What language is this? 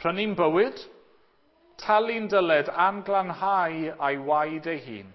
Welsh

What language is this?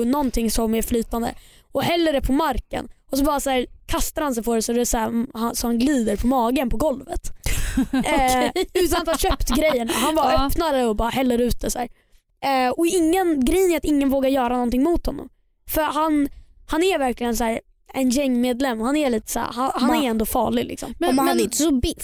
Swedish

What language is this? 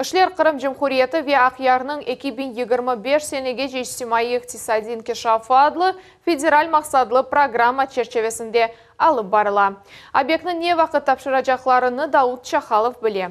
Crimean Tatar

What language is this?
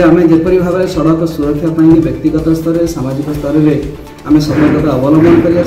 Odia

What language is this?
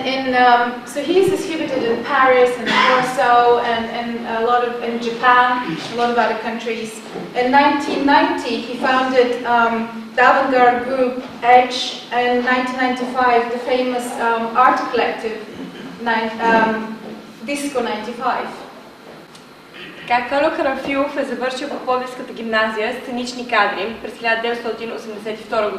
Bulgarian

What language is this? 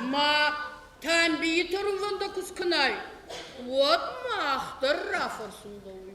Ossetic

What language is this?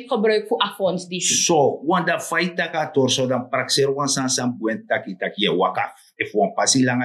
Sranan Tongo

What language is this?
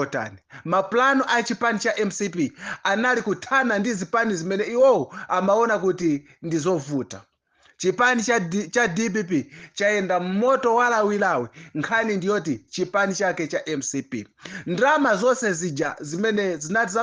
Nyanja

